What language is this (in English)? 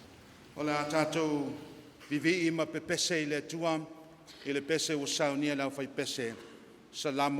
Samoan